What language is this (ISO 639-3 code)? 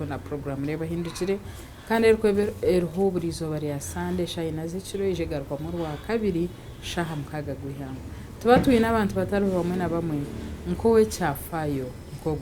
nyn